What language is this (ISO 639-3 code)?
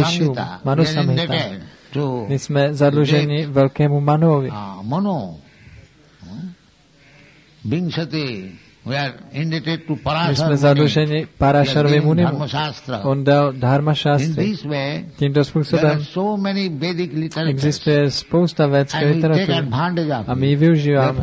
ces